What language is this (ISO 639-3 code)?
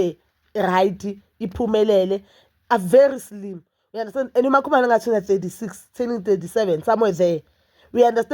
zul